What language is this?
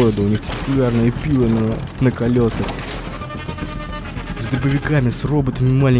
Russian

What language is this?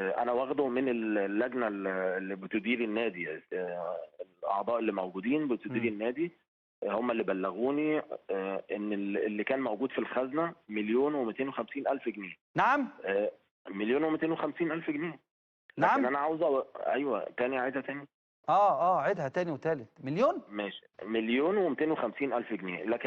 Egyptian Arabic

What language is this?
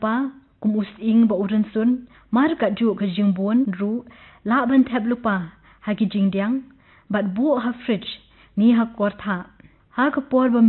Khasi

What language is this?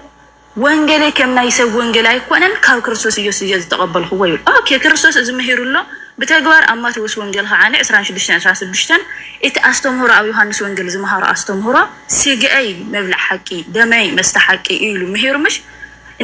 Tigrinya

